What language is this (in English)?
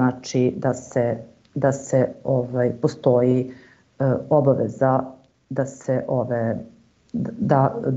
Serbian